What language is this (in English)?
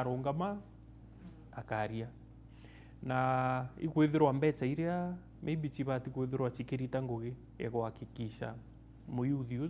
Meru